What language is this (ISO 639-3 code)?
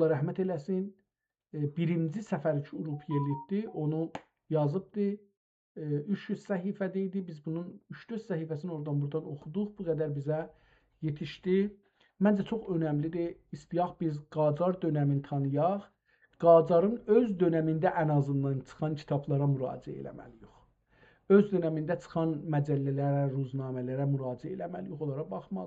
azb